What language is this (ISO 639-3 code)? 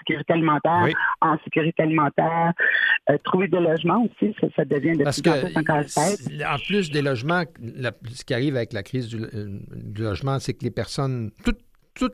fra